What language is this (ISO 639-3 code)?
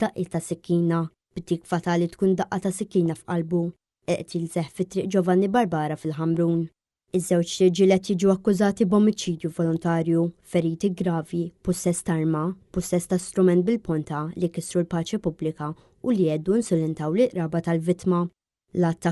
mlt